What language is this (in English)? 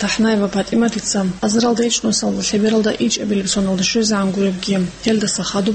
Avaric